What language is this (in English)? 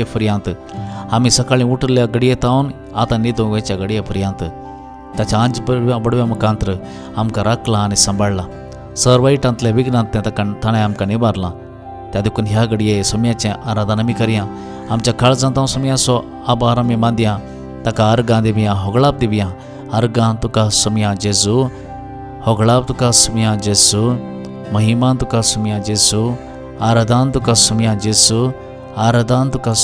Konkani